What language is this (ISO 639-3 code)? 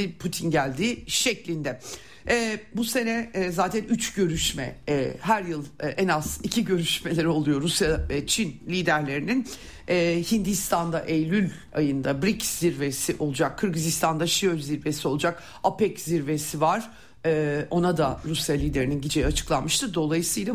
tur